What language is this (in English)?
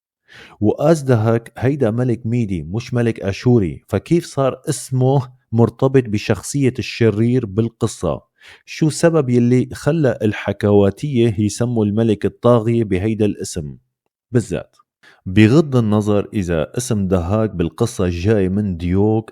North Levantine Arabic